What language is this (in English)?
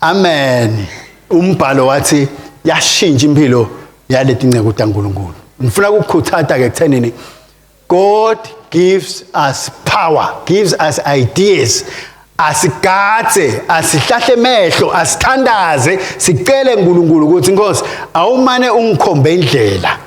Swati